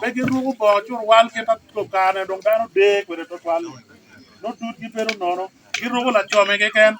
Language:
Acoli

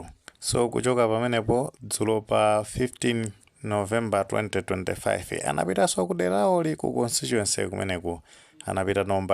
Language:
Nyanja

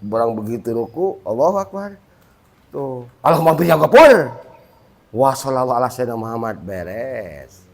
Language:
Sundanese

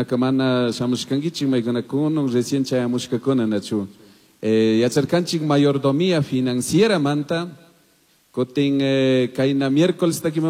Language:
Chimborazo Highland Quichua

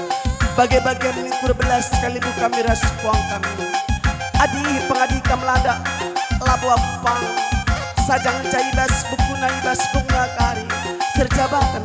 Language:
Batak Karo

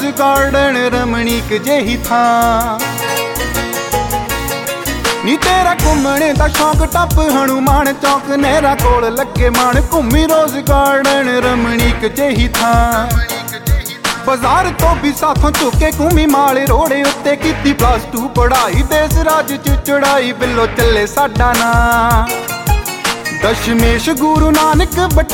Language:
Punjabi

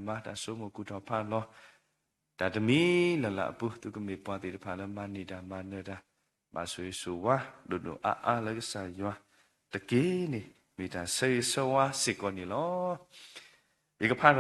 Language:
S'gaw Karen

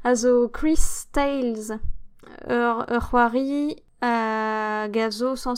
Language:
Breton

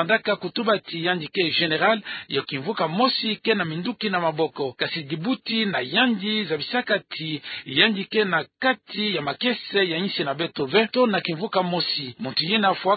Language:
Kituba (Democratic Republic of Congo)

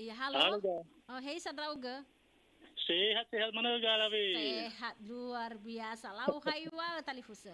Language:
Nias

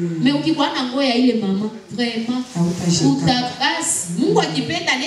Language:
Swahili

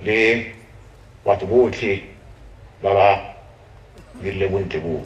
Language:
Tswana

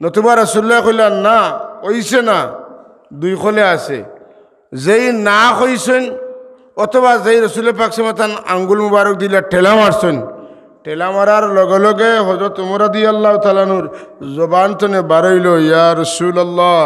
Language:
Sylheti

